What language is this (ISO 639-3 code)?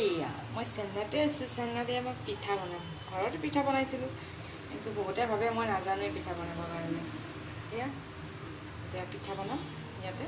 asm